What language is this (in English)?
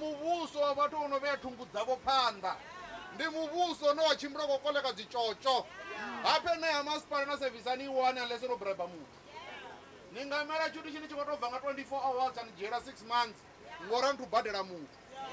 Venda